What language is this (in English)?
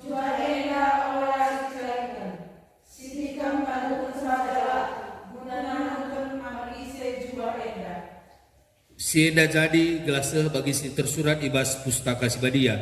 Batak Karo